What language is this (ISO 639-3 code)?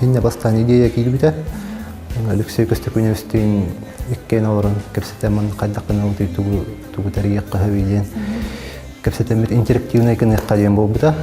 sah